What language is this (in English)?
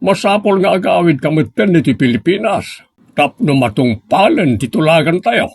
Iloko